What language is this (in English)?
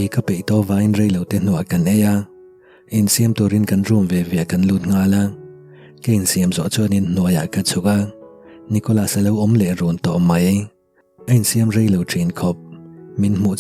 Mizo